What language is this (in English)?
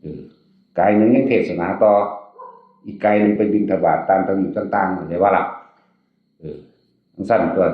Northeastern Thai